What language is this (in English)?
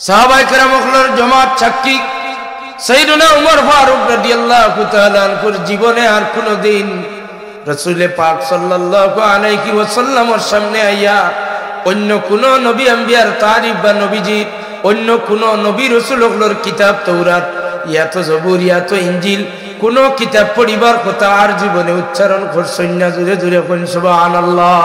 Sylheti